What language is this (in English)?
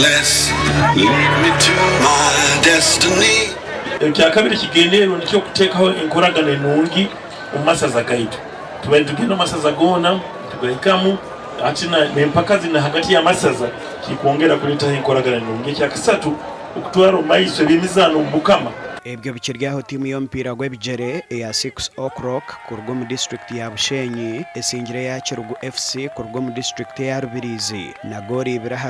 Nyankole